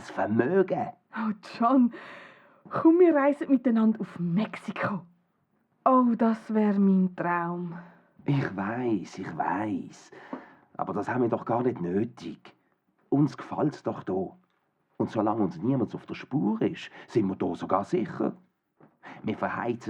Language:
Swiss German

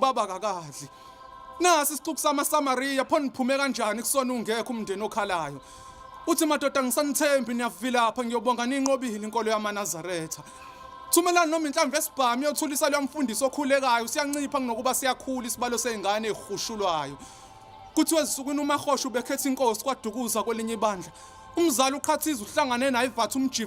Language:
Zulu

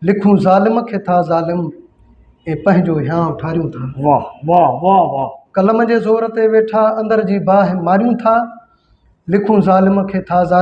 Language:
Sindhi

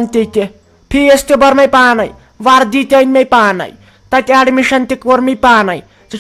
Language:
Kashmiri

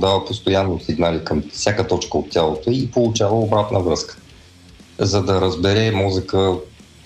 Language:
Bulgarian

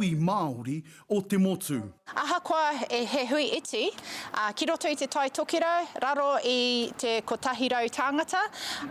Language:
Māori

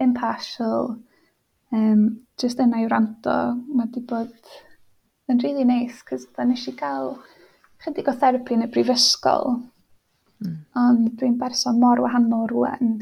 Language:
Welsh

